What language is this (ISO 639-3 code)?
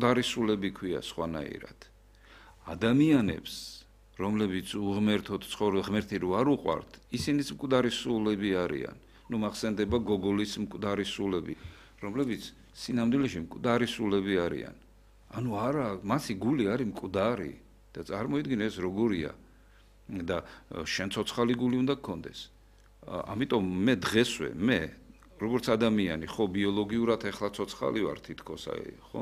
kat